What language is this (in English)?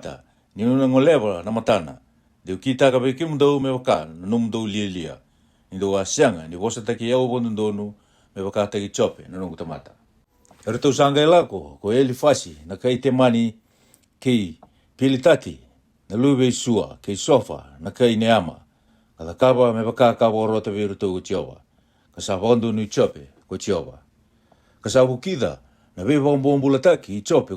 Fijian